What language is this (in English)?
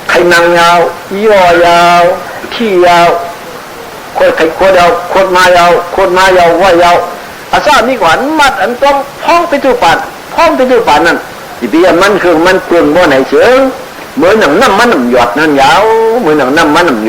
Shan